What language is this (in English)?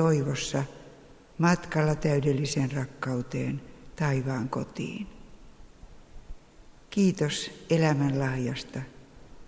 Finnish